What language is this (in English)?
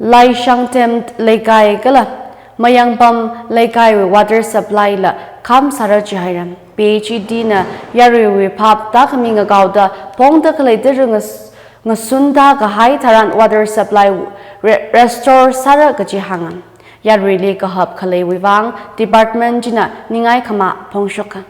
Tangkhul Naga (India)